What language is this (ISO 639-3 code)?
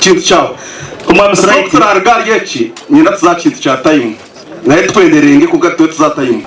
nyn